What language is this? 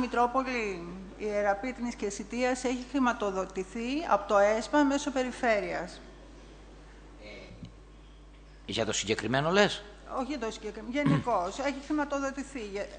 Greek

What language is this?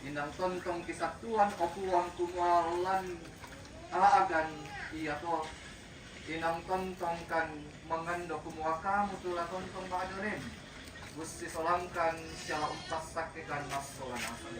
Toraja-Sa'dan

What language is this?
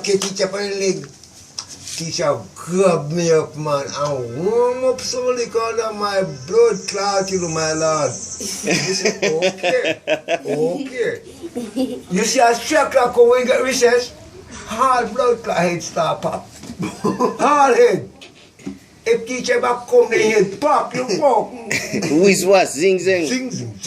Jamaican Creole English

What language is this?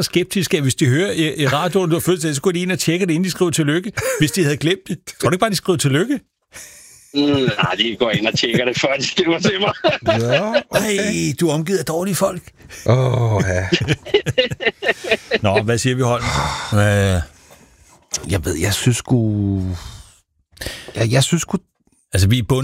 Danish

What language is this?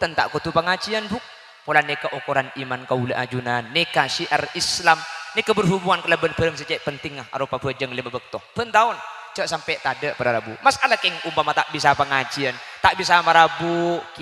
Madurese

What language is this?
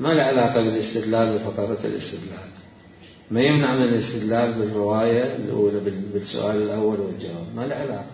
Mesopotamian Arabic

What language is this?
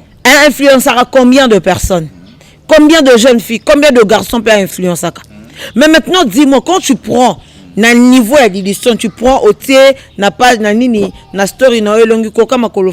Lingala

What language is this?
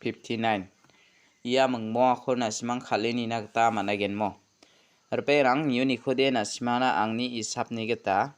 Garo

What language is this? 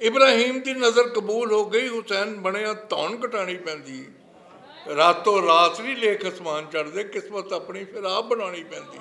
Western Panjabi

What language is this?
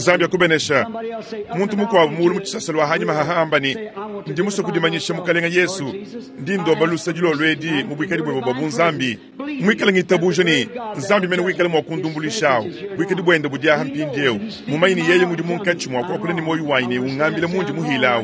Luba-Lulua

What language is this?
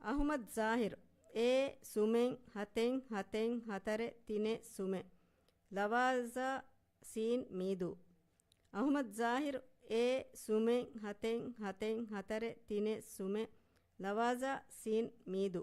Divehi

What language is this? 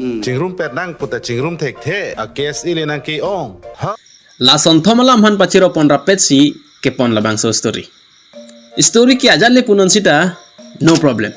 Karbi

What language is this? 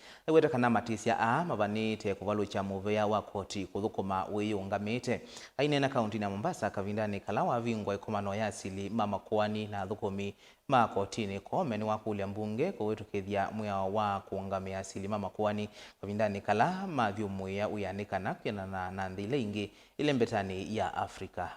Kamba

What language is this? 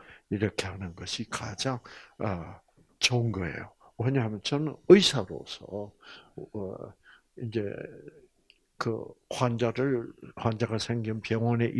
Korean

